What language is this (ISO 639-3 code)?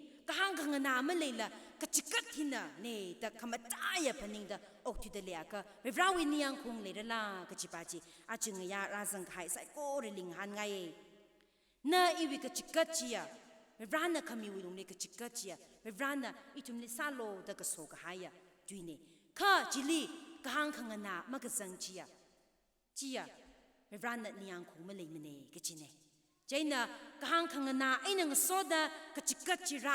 nmf